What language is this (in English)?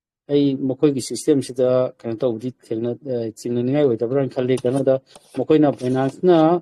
Manipuri